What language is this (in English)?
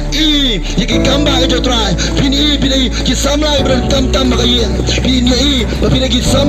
Khasi